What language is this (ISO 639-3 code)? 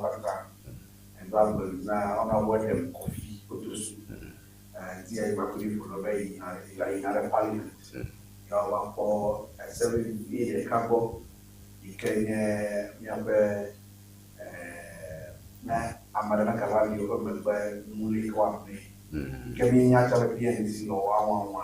ewe